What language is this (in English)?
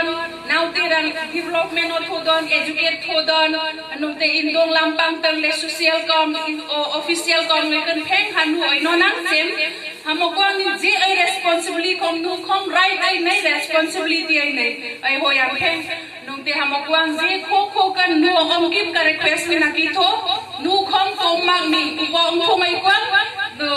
Kok Borok